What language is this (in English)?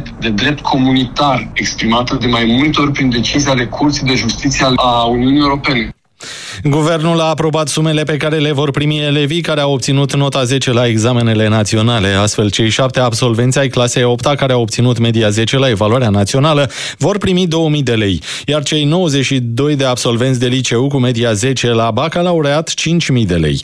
Romanian